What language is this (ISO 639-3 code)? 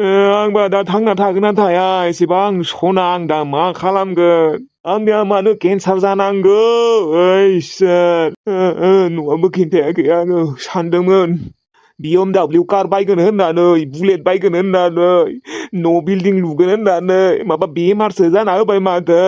brx